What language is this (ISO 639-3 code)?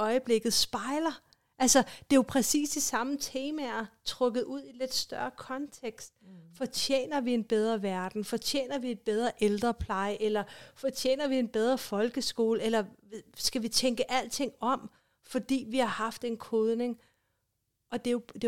dan